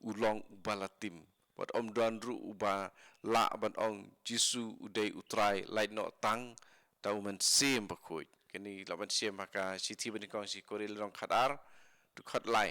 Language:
Khasi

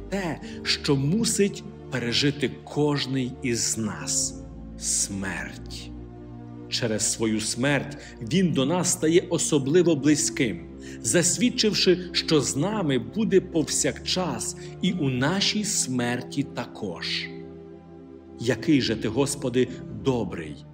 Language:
Ukrainian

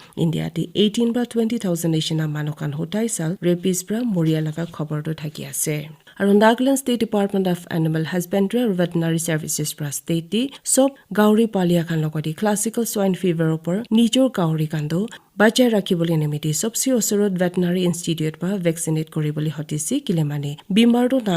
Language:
Naga Pidgin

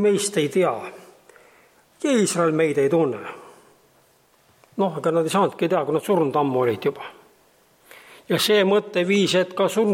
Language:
Estonian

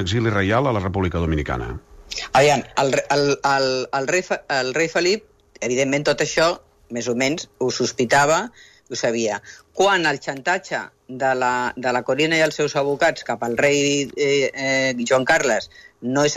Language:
Catalan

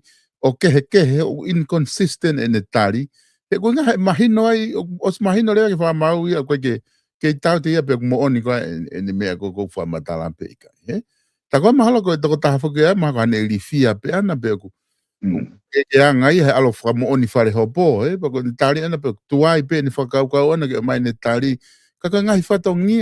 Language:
Tongan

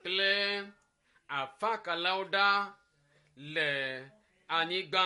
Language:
Ewe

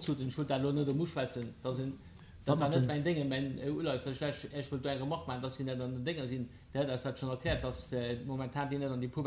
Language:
Luxembourgish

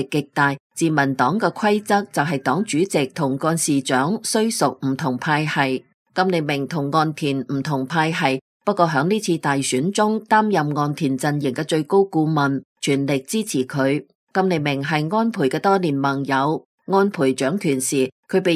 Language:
Cantonese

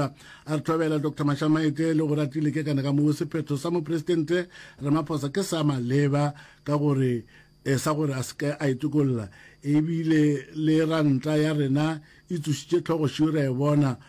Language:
Northern Sotho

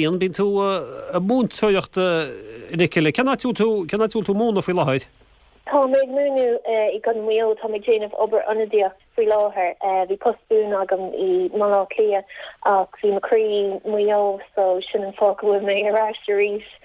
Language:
Irish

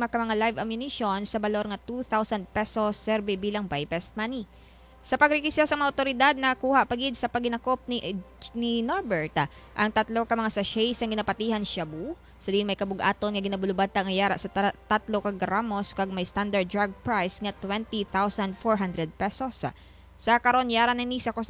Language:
Hiligaynon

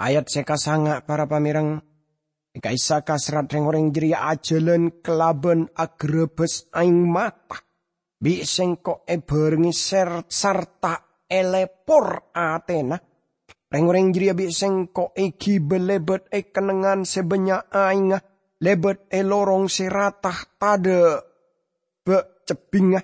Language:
Madurese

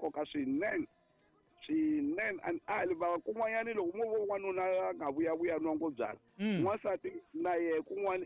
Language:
Tsonga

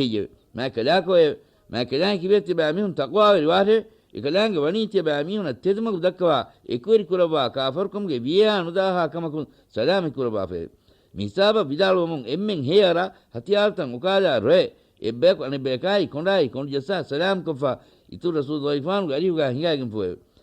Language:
Divehi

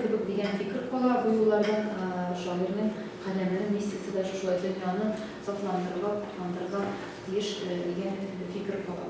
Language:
Tatar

